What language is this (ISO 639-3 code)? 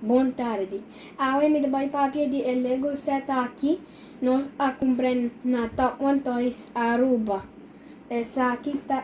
pap